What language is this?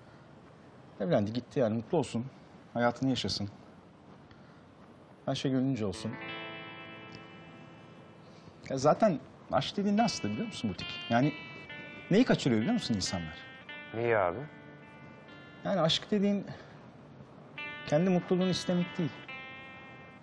Turkish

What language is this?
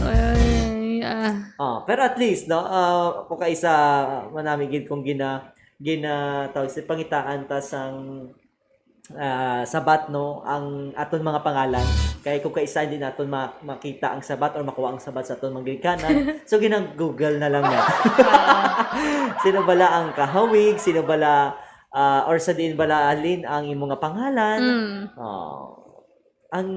Hiligaynon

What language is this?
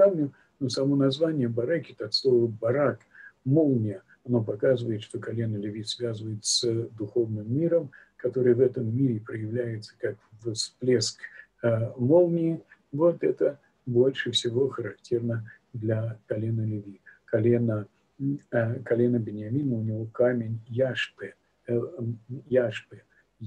Russian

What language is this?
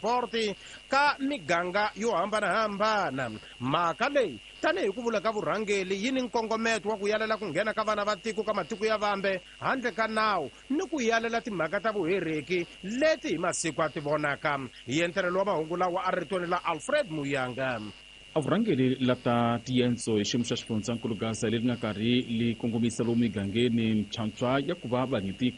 Tsonga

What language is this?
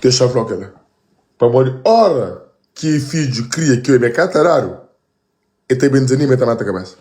Kabuverdianu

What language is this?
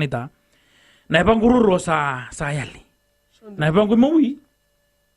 Fijian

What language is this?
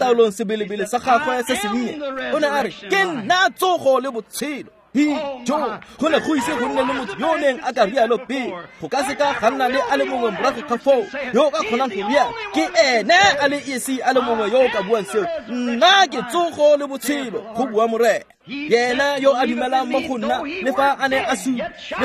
Tswana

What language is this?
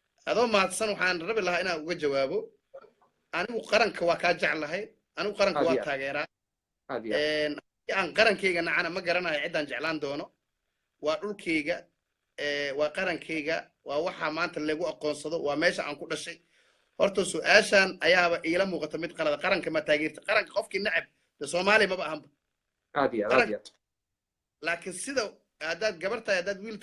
Somali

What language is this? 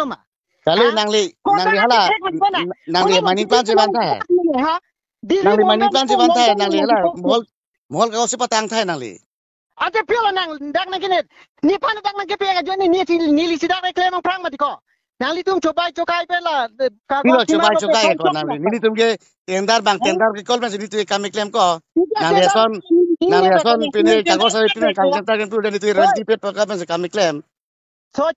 Karbi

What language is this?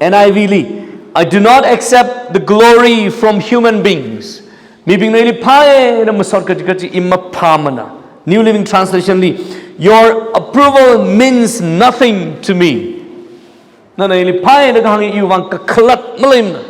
Tangkhul Naga (India)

